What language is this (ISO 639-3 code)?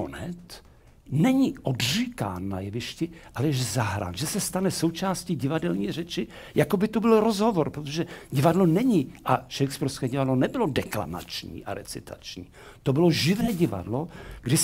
ces